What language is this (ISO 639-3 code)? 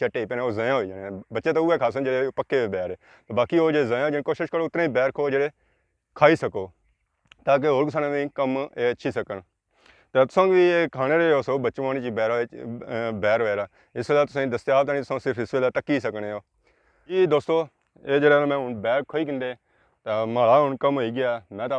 phr